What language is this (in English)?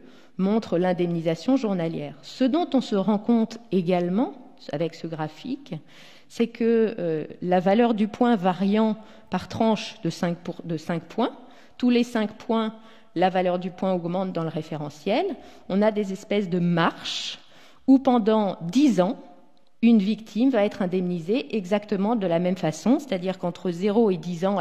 French